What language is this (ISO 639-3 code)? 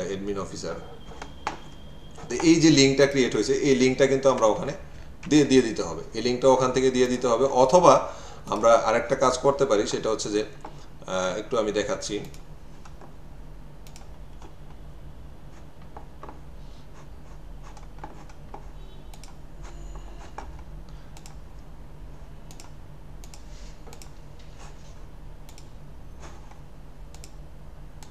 ben